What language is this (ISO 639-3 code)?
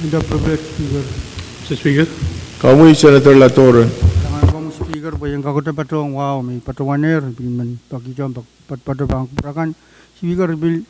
pon